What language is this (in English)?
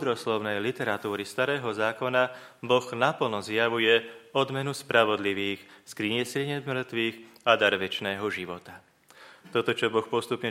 Slovak